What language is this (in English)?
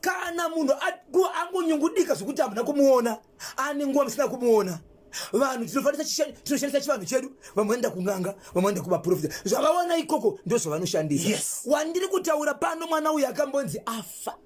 Shona